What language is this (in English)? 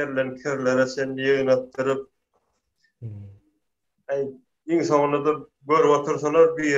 Turkmen